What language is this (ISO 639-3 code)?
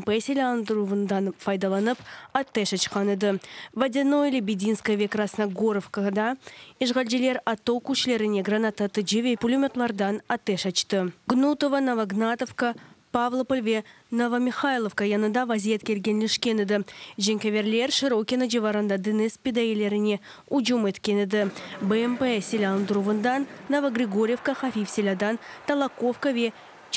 crh